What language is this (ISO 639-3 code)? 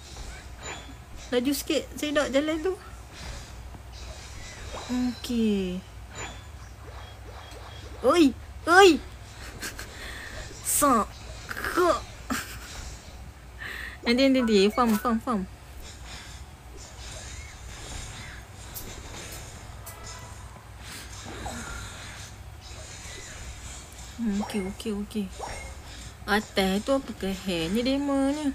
msa